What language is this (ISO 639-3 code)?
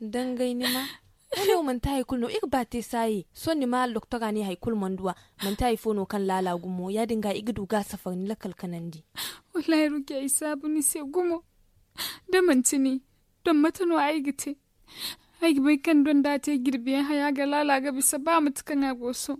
dje